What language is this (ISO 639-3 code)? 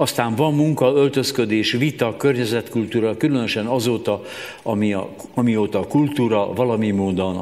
hun